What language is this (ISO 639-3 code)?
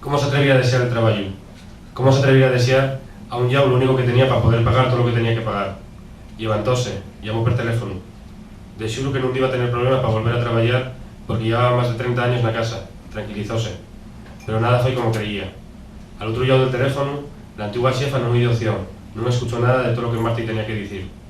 ast